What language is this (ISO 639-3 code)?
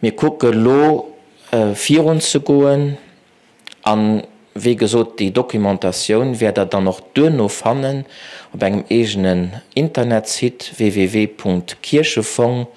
ltz